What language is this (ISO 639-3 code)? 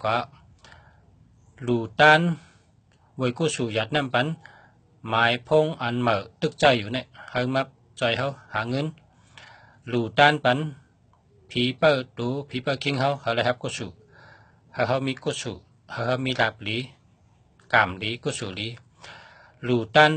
shn